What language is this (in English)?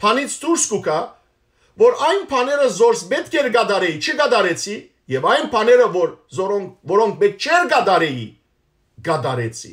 Western Armenian